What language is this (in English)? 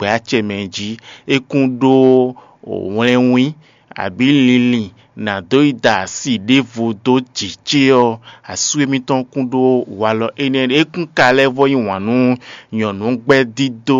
Fon